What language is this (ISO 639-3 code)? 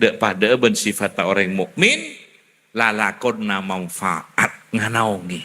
mad